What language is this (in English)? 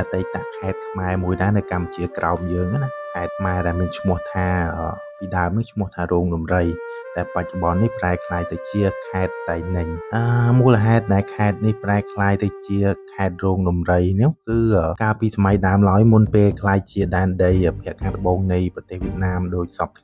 Khmer